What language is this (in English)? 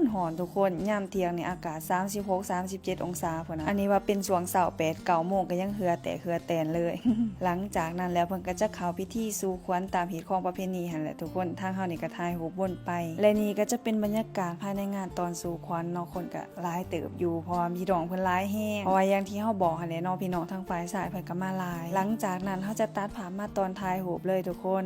Lao